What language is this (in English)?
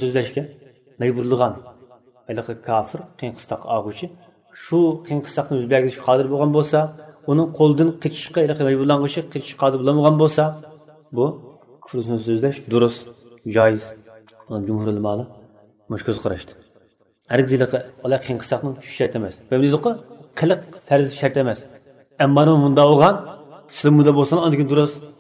Uyghur